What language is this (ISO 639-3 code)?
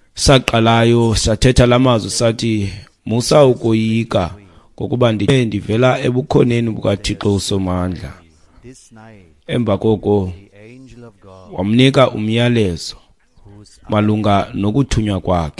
xho